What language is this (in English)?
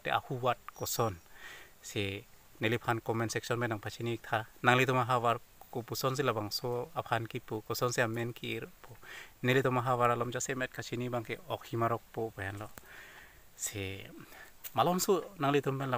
Karbi